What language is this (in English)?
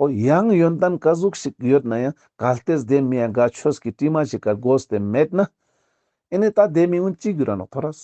Ladakhi